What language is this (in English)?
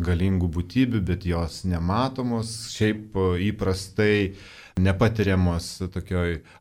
Lithuanian